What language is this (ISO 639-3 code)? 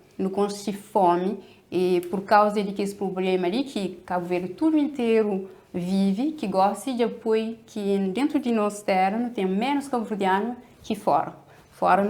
kea